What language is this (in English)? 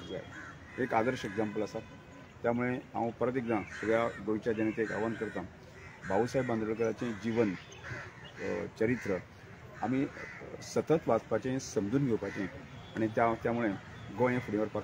Konkani